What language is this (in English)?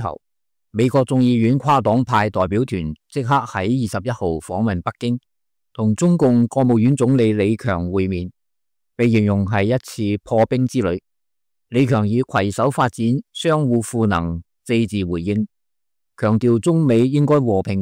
Cantonese